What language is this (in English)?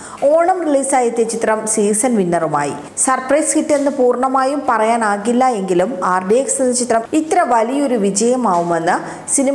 Malayalam